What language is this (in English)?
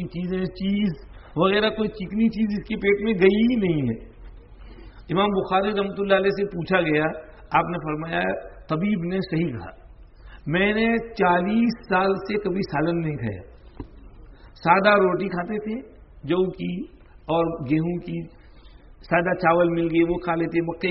Urdu